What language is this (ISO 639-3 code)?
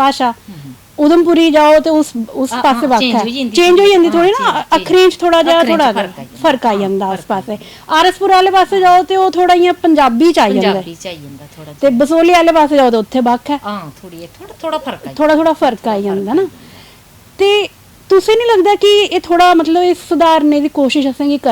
doi